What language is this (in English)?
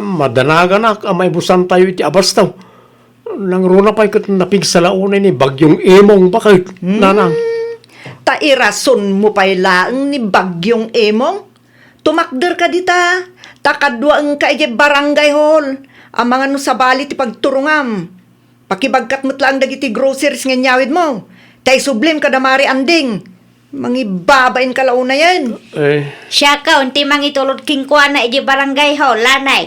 Iloko